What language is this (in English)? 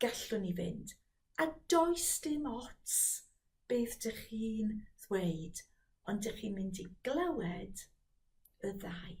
Welsh